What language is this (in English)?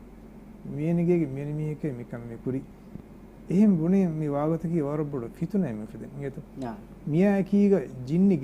Divehi